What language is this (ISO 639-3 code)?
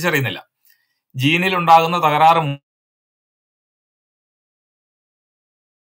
mal